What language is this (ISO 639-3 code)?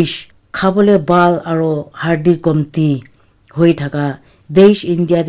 nag